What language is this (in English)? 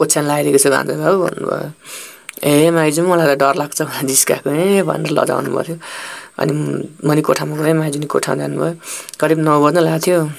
Nepali